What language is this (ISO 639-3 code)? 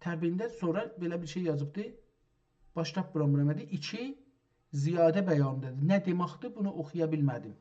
azb